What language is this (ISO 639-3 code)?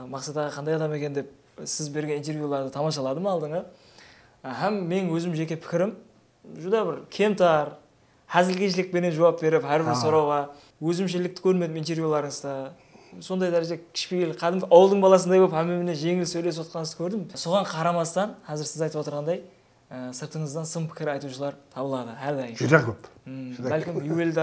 kaa